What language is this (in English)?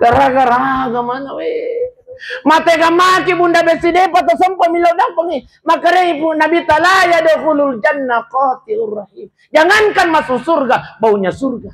Buginese